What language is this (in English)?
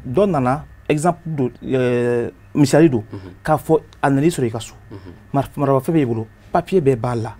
Bambara